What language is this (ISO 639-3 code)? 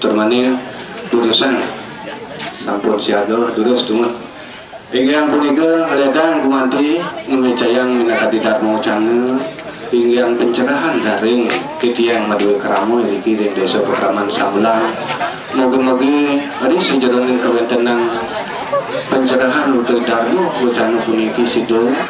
ban